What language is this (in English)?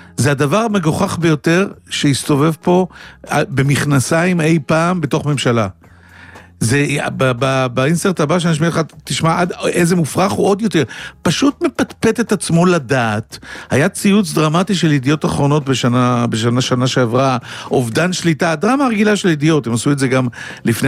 Hebrew